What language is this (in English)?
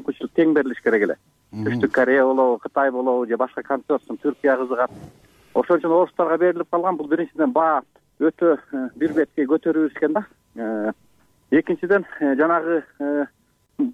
Kyrgyz